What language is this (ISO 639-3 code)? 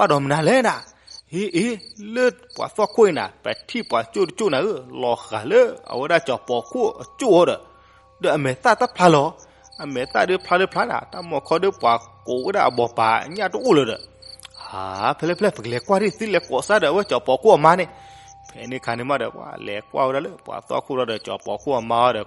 ksw